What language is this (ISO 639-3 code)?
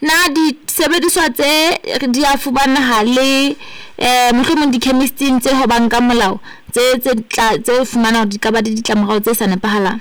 sot